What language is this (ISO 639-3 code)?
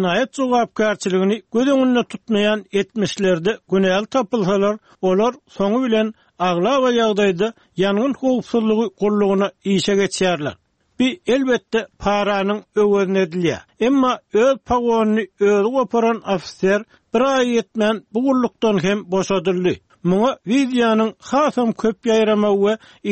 tuk